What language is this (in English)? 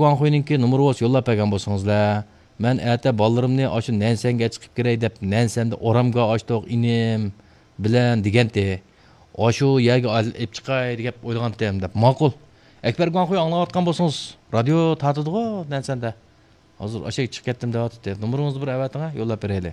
Uyghur